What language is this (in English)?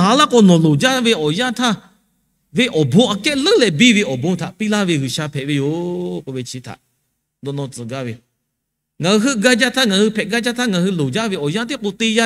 Lahu